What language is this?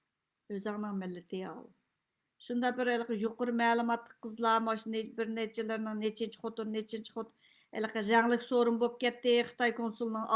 Uyghur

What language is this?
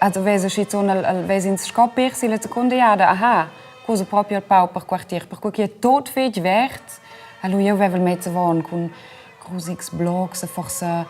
Romansh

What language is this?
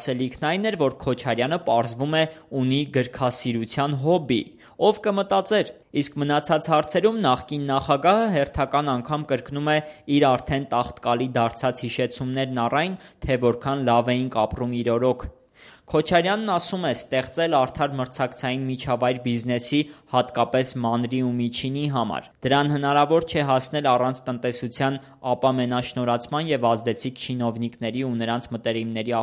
Armenian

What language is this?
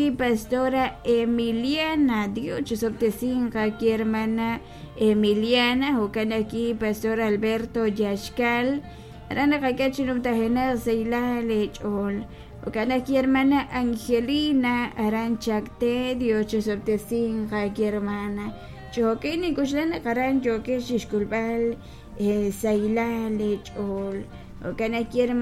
Kekchí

